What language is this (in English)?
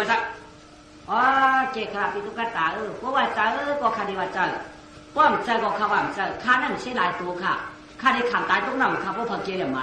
Shan